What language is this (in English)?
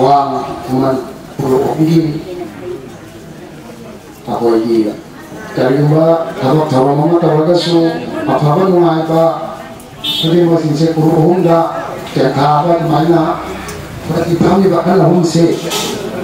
Manipuri